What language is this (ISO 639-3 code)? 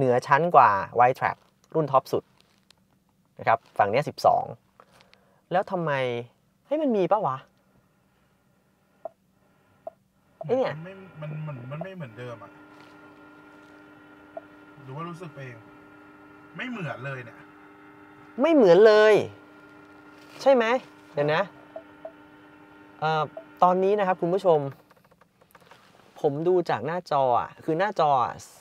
tha